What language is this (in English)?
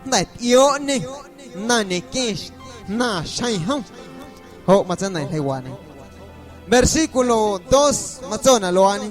Guerrero Amuzgo